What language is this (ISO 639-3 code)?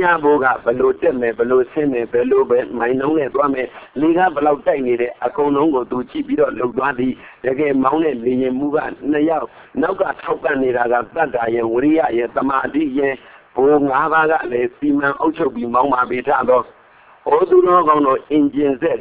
mya